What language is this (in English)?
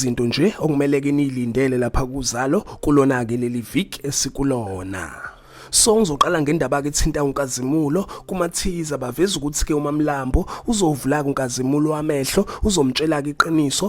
Zulu